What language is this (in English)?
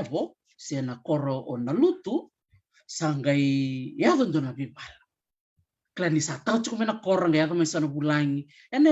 Fijian